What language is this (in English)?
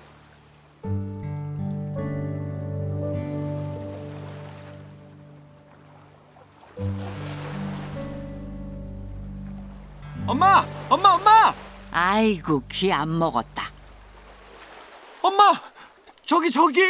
Korean